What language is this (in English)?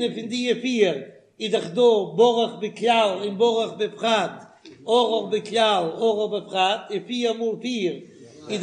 Yiddish